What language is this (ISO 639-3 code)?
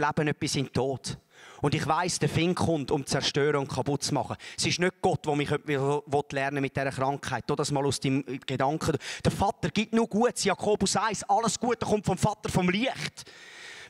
gsw